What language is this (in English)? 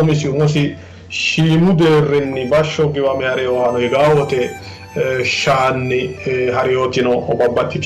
Sidamo